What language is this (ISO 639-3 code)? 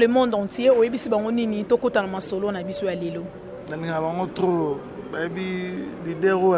lin